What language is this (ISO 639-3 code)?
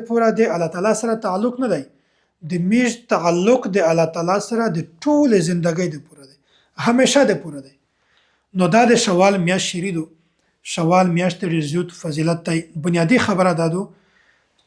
pus